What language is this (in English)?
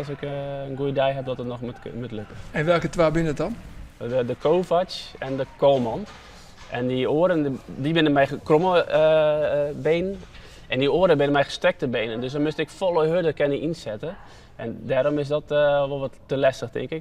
Western Frisian